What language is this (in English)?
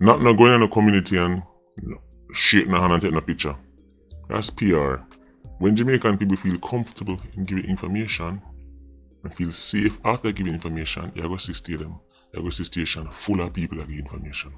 Jamaican Creole English